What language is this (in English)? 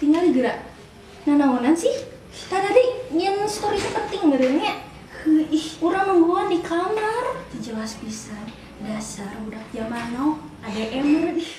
Sundanese